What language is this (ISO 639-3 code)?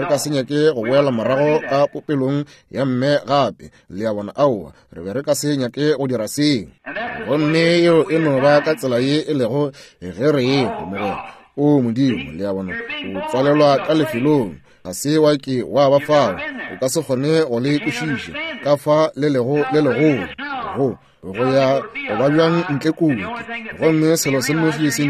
nso